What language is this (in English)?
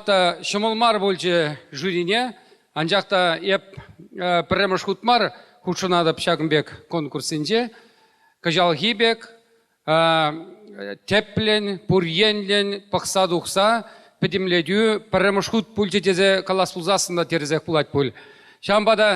Chuvash